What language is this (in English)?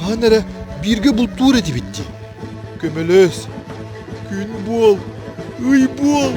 Yakut